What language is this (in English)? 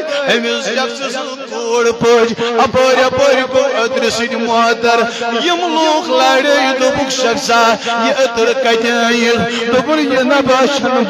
Kashmiri